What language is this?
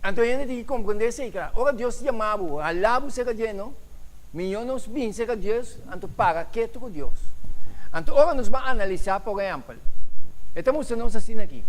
Papiamento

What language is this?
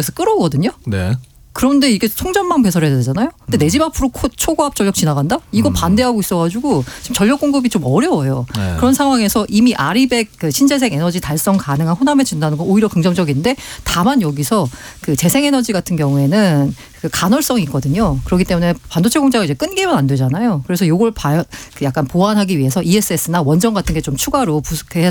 Korean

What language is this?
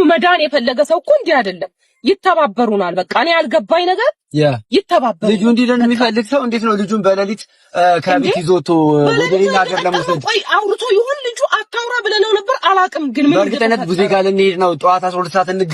Amharic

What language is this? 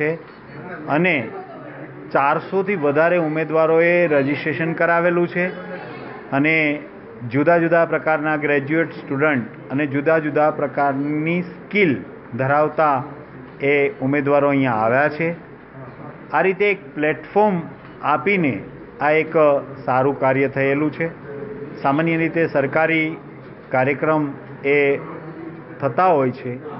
Gujarati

